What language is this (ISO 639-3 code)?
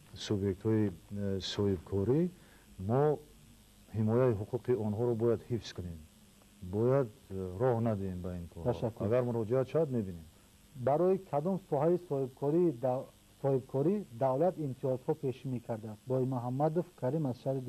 tgk